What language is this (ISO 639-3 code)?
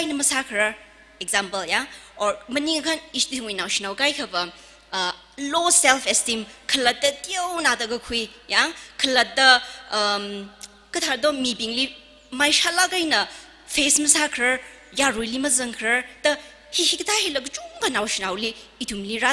nmf